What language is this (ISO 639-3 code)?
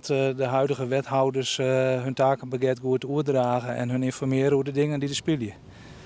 fry